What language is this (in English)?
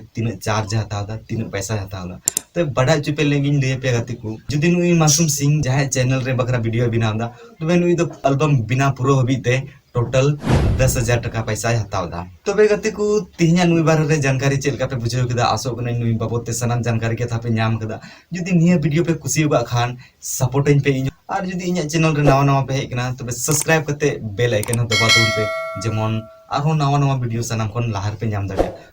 Santali